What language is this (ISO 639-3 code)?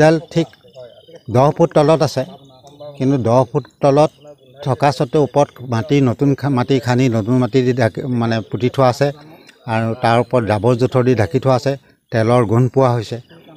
asm